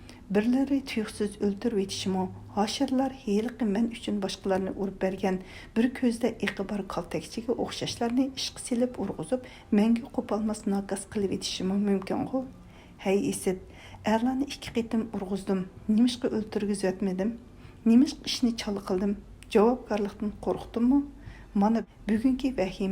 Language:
Uyghur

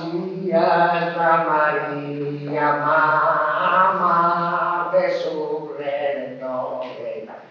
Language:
Sardinian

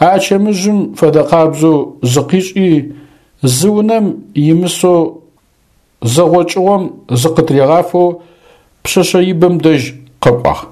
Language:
Adyghe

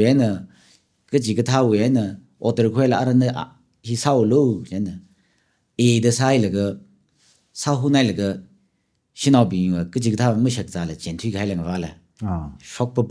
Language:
Tangkhul Naga (India)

